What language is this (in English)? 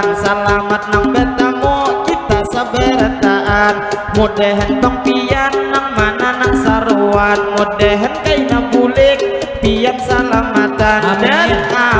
Banjar